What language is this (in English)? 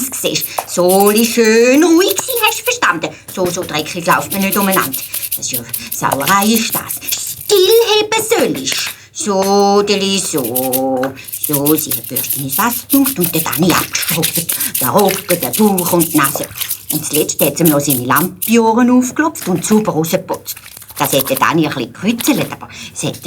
Swiss German